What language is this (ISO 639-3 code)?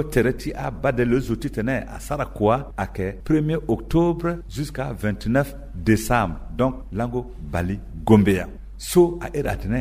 sag